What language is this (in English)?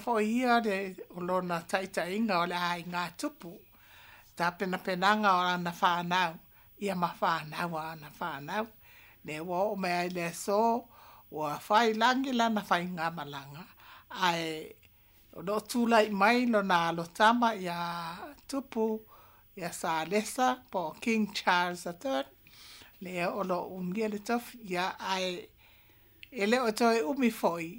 Samoan